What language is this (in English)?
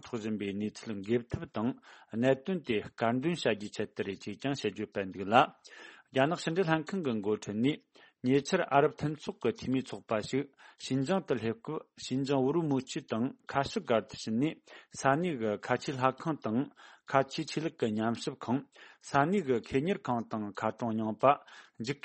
Tibetan